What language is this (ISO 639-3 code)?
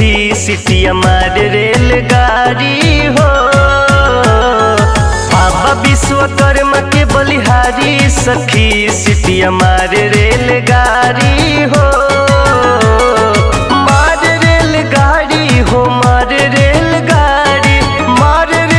bho